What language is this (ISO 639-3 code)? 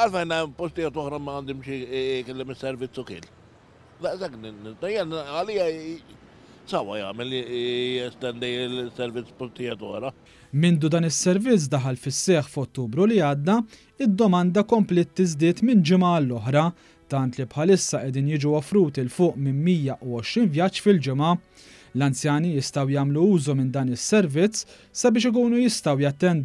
mlt